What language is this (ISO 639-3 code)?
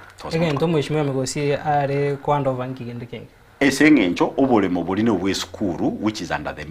guz